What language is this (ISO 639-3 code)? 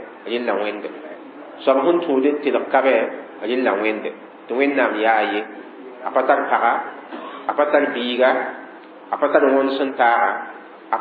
mos